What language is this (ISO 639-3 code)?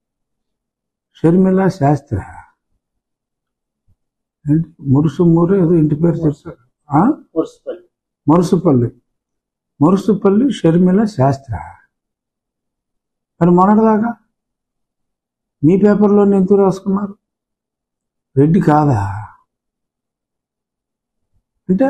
tel